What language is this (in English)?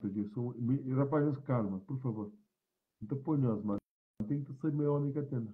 Kabuverdianu